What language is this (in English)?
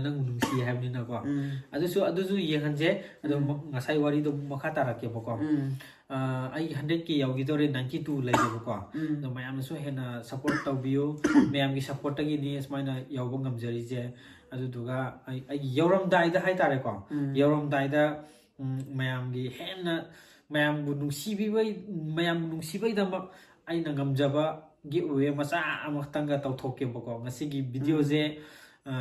Manipuri